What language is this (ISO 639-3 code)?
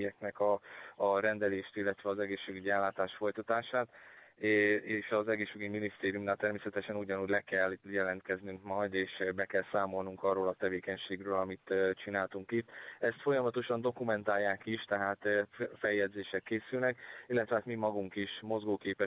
hun